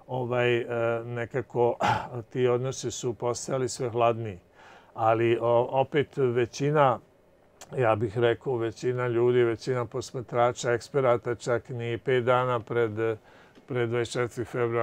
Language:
Serbian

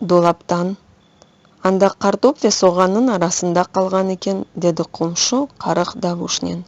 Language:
Crimean Tatar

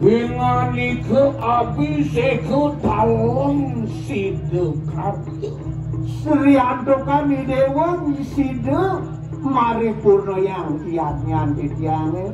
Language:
Balinese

